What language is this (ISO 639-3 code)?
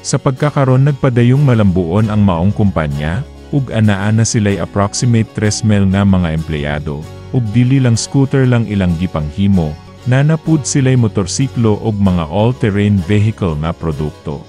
ceb